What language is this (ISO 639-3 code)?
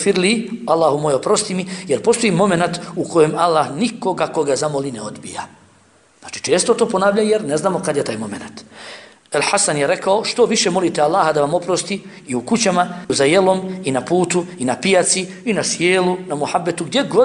bos